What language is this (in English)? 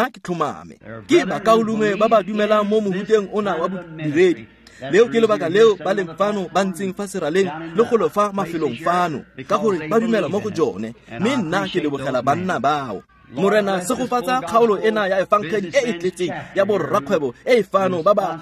Tswana